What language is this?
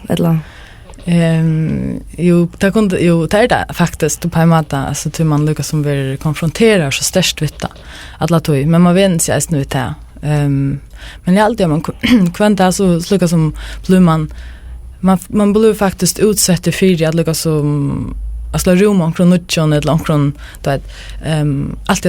Faroese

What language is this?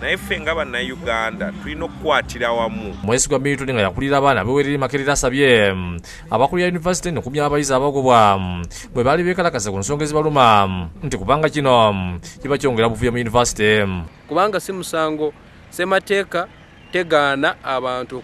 Ganda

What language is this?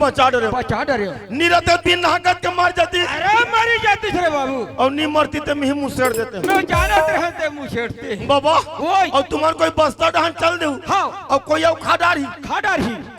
Chhattisgarhi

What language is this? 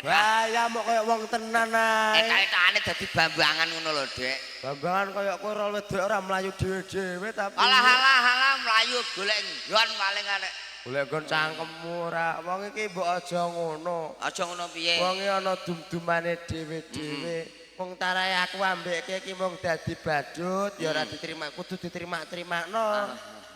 Javanese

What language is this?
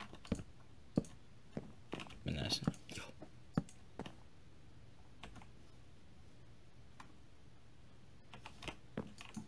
Finnish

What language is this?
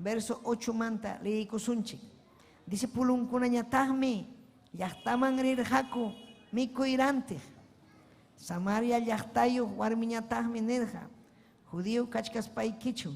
Ayacucho Quechua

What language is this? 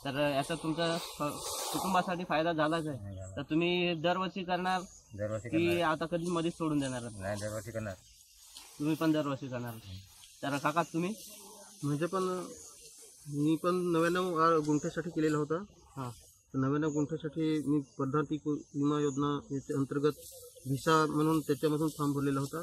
Marathi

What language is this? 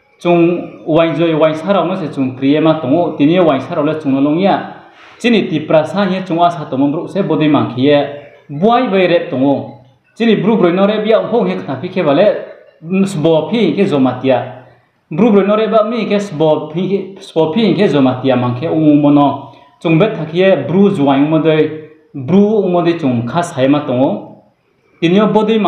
Riang (India)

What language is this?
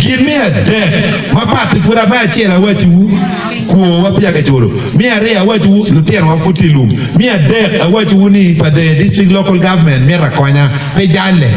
Acoli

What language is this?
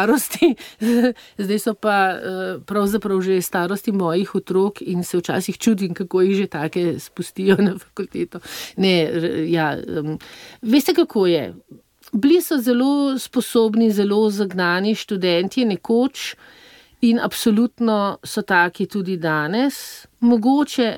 Slovenian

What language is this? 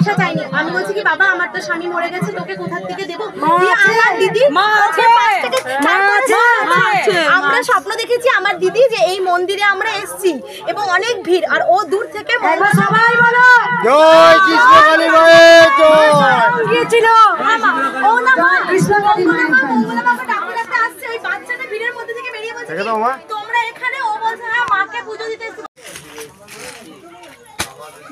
Bangla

